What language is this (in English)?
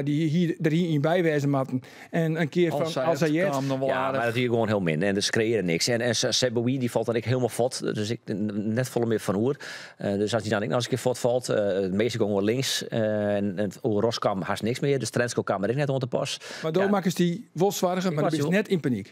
Western Frisian